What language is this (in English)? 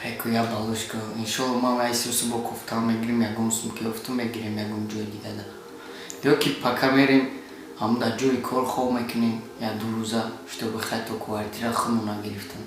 Tajik